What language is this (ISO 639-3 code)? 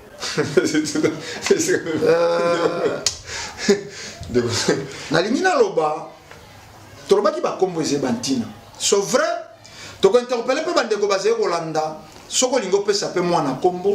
lin